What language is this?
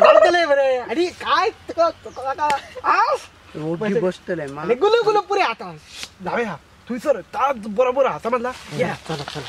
Konkani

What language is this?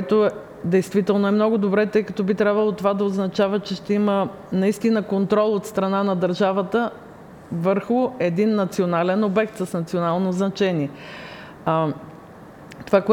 Bulgarian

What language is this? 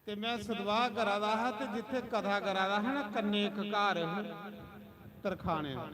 Dogri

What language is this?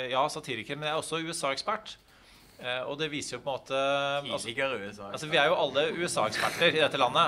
Norwegian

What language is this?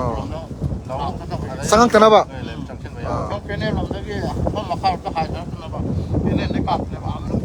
Manipuri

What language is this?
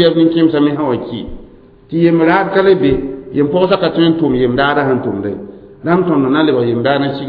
Mossi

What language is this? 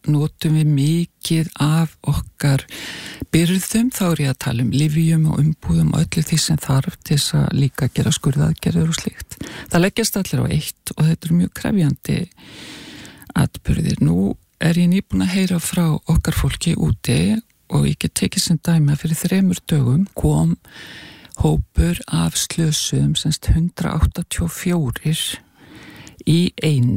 Icelandic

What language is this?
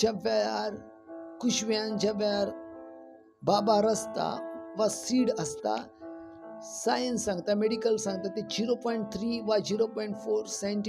Konkani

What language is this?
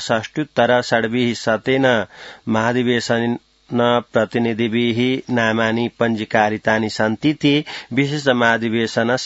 Sanskrit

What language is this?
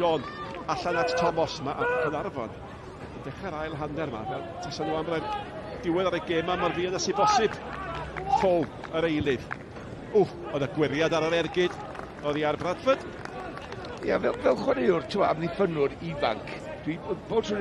Welsh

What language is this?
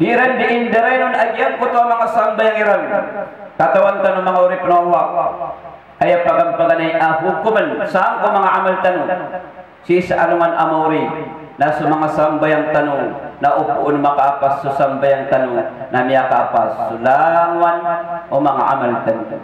Maranao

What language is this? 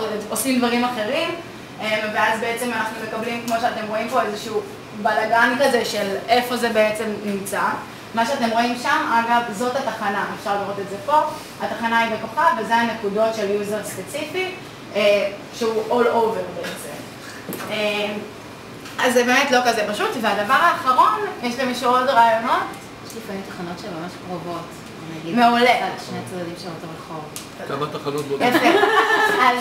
Hebrew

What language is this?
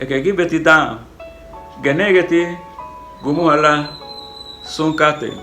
Garifuna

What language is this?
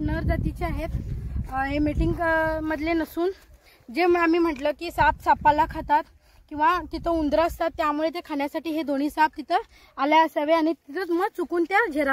Marathi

